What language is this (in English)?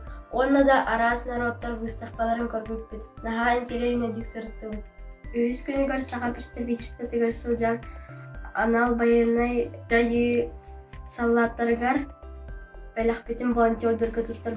Yakut